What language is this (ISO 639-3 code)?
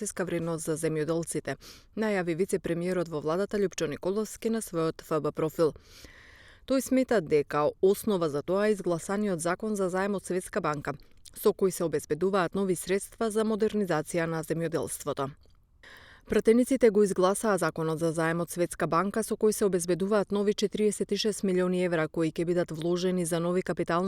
mkd